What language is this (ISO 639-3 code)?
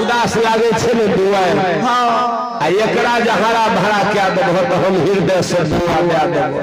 mai